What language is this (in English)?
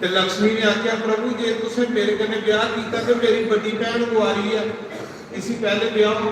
Dogri